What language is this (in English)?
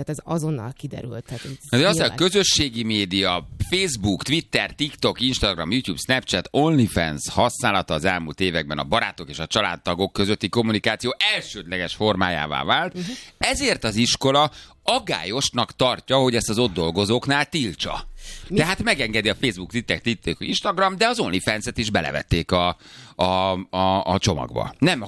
Hungarian